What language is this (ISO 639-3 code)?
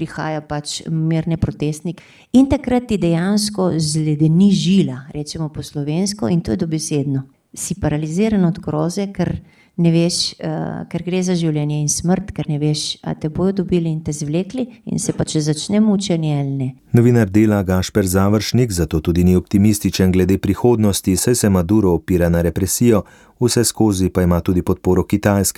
slv